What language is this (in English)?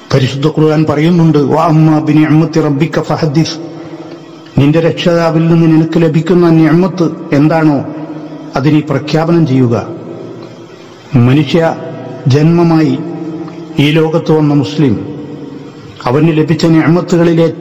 Malayalam